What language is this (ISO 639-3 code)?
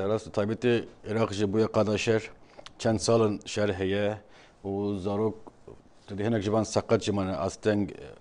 kur